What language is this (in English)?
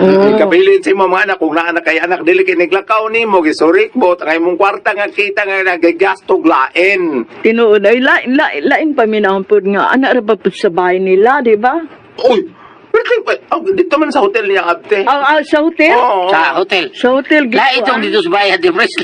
Cebuano